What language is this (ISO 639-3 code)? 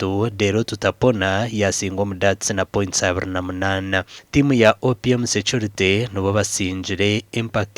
nyn